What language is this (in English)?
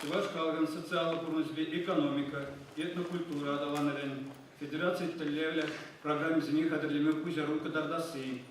Chuvash